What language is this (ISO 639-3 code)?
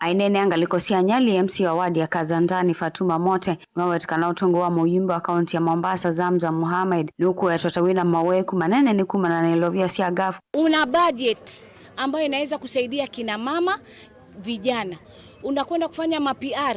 kam